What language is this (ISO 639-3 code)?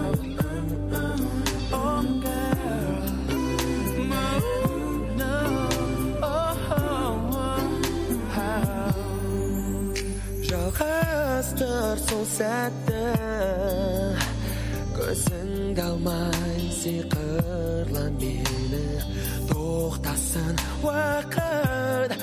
kaz